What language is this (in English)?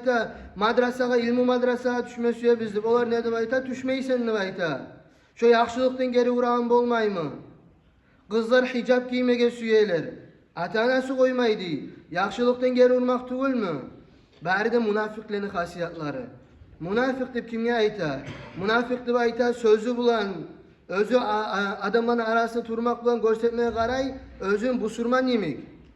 Kumyk